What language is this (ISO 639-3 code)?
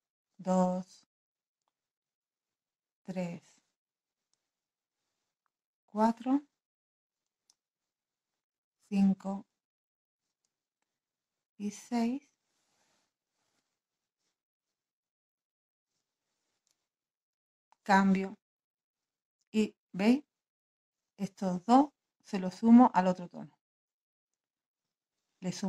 spa